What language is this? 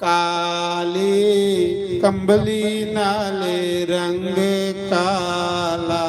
Dogri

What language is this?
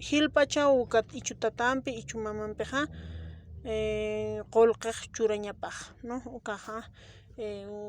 Aymara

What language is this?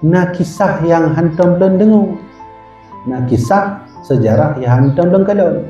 Achinese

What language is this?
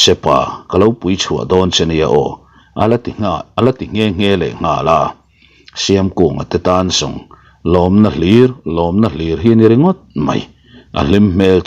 Mizo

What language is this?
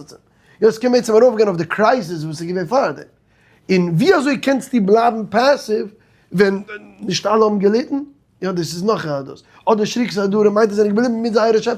Yiddish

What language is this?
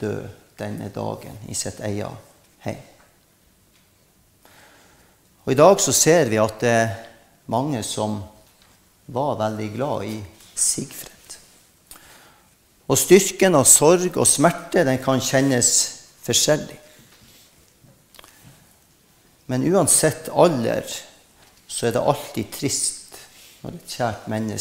Norwegian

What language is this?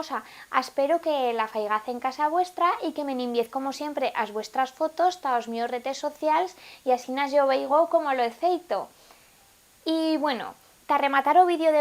Aragonese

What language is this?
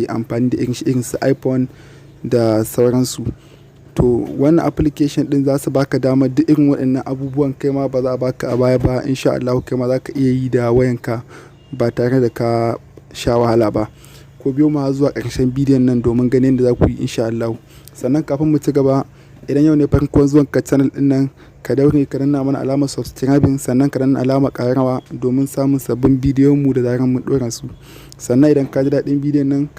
Hausa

